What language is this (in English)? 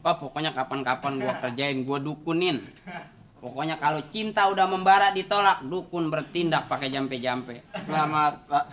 Betawi